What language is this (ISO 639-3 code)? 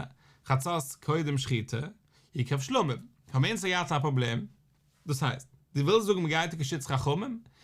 yid